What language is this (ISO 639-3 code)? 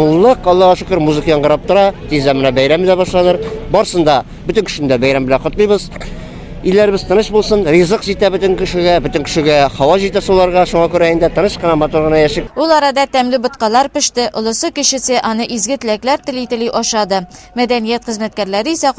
tat